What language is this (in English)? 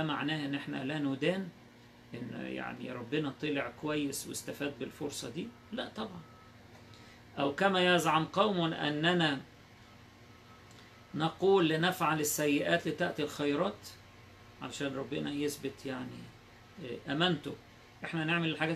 Egyptian Arabic